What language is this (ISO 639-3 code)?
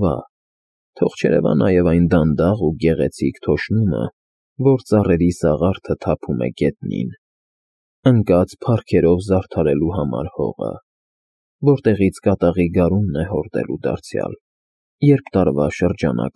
hye